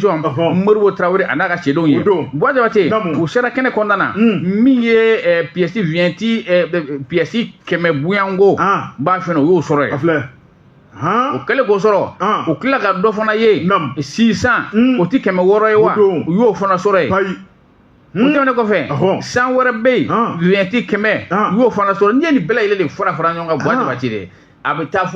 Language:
Bambara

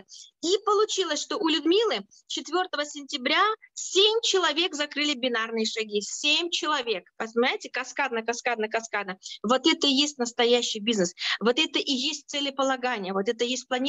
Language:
Russian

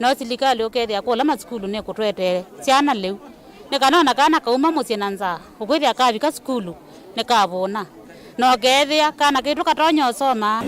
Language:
Kamba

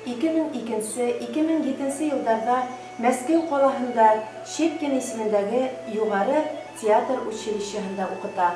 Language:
Bashkir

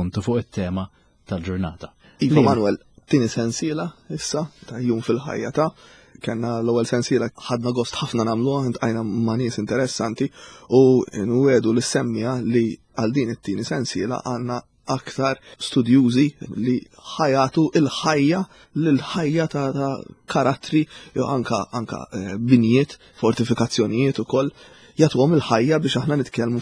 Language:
Maltese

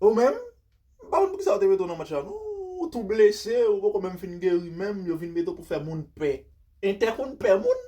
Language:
Haitian Creole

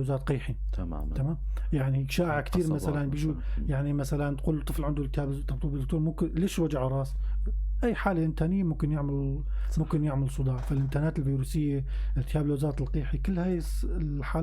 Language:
North Levantine Arabic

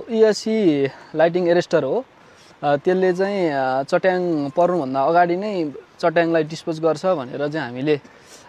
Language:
Nepali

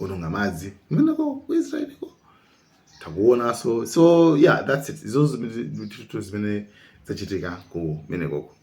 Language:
Nyanja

